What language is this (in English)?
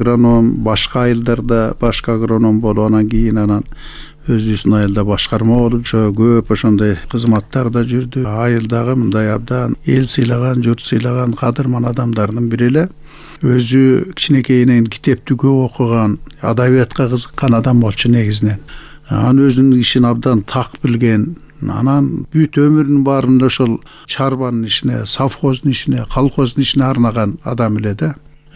Kyrgyz